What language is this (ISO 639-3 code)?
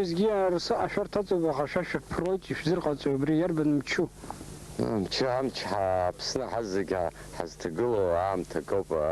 abk